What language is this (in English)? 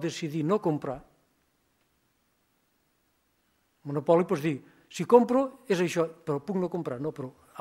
Catalan